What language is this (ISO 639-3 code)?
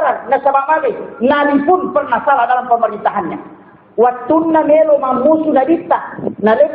bug